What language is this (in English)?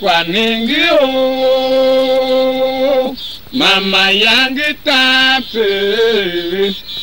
Tiv